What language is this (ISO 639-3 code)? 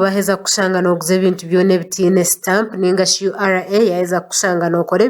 nyn